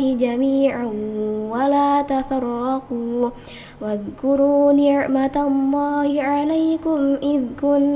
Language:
Arabic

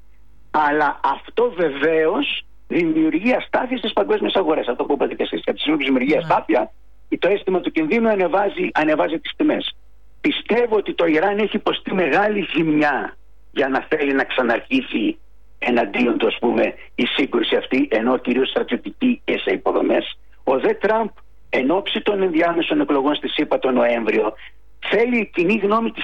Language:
Greek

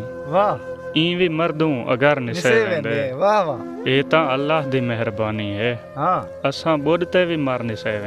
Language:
Saraiki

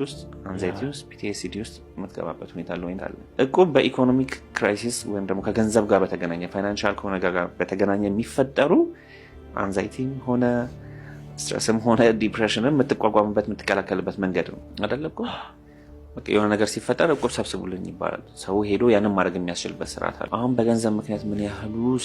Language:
Amharic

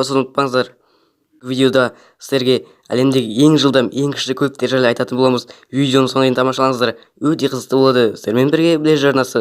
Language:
Kazakh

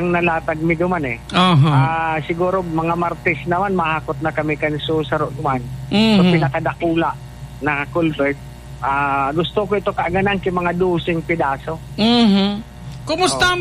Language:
Bikol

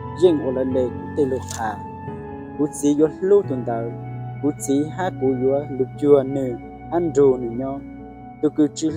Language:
Hmong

